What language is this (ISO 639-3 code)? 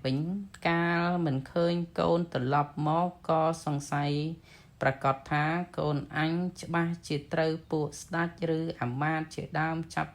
khm